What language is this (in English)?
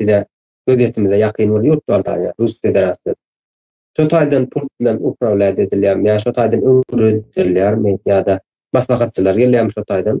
Turkmen